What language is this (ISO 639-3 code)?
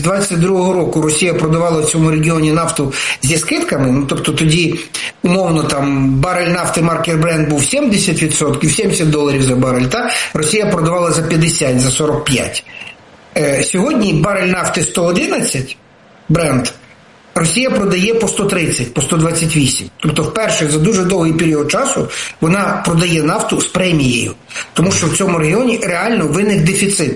ukr